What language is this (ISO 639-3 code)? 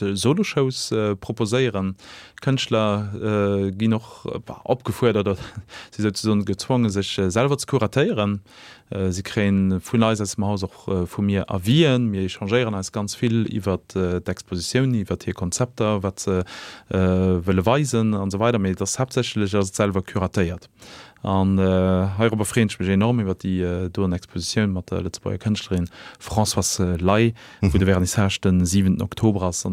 ltz